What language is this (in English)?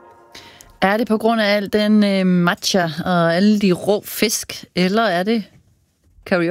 Danish